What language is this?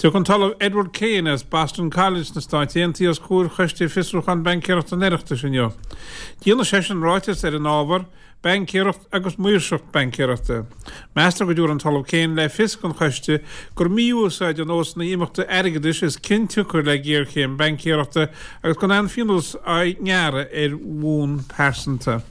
Irish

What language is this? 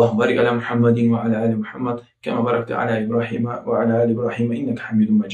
Kumyk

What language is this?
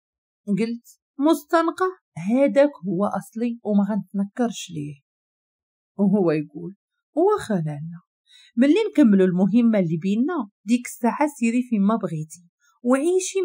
Moroccan Arabic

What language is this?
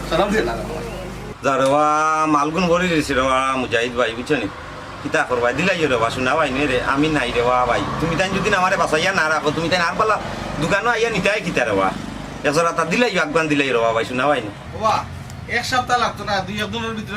Sylheti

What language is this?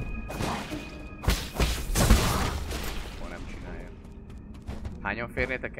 Hungarian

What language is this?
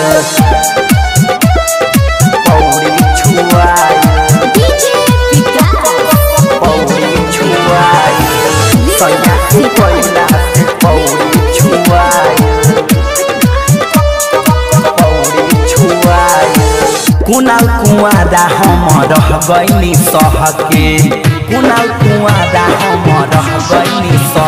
Bhojpuri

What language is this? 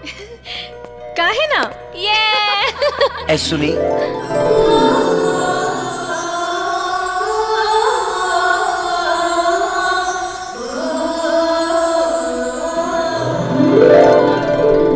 Bhojpuri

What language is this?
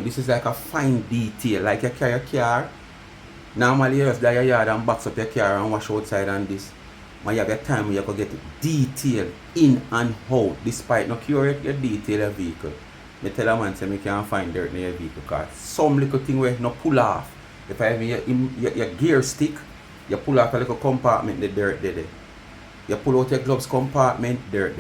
Jamaican Creole English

